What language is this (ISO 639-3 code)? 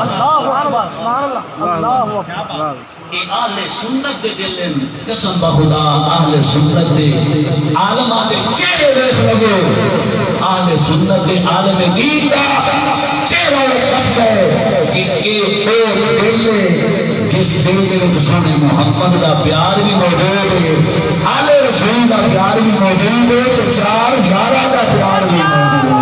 skr